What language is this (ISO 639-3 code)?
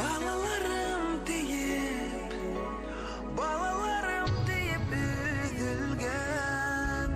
bak